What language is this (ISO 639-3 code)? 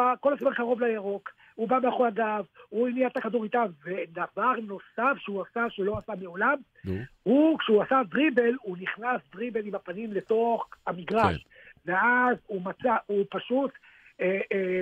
heb